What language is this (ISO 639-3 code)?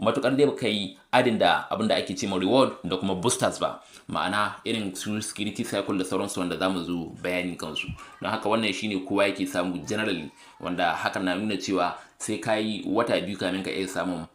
hau